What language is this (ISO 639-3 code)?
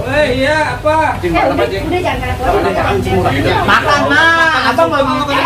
bew